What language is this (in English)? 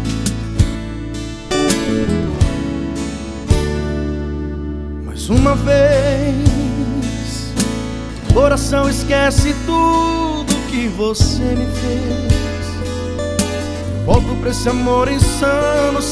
Portuguese